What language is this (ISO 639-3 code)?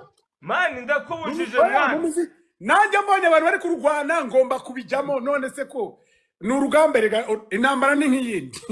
kin